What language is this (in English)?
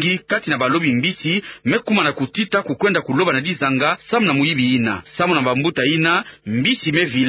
Kituba (Democratic Republic of Congo)